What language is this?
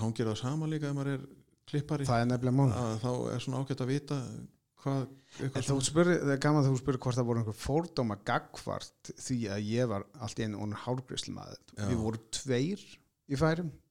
Icelandic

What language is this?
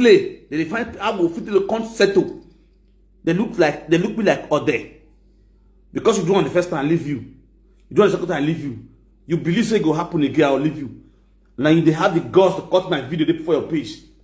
Nigerian Pidgin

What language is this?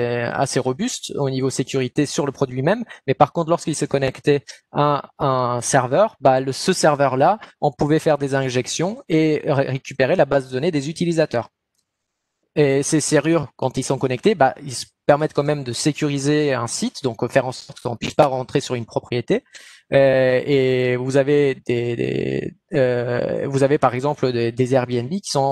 French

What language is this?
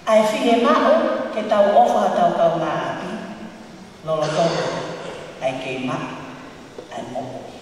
Tongan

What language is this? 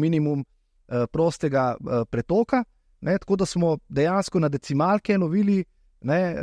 Slovenian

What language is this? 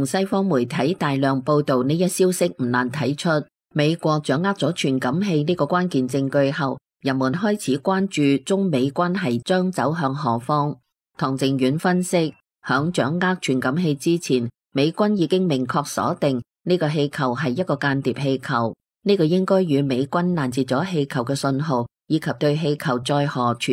Cantonese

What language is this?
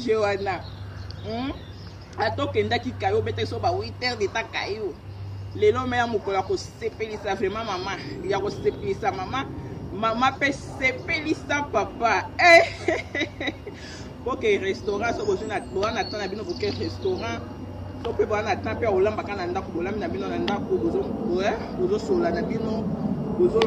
Lingala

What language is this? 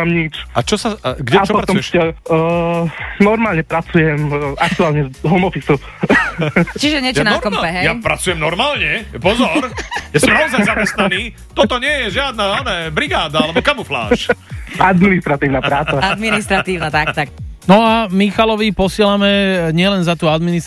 Slovak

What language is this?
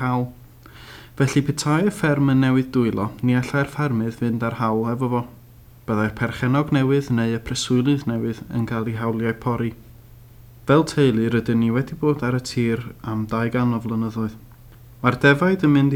Welsh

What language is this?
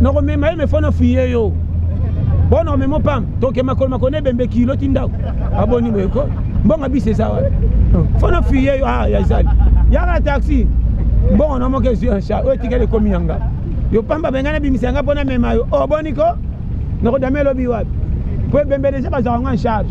Lingala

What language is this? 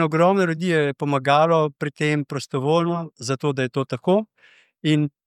Slovenian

